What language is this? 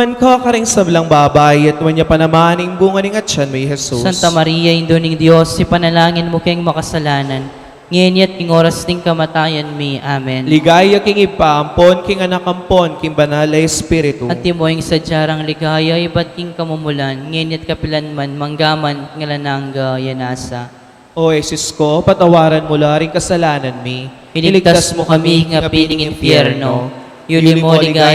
Pampanga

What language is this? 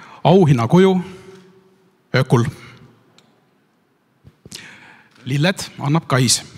Estonian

